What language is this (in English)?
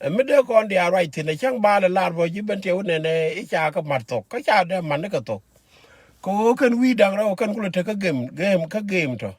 Nuer